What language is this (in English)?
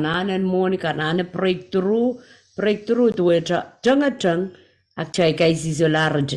Pohnpeian